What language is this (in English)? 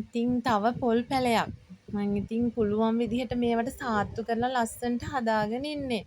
Sinhala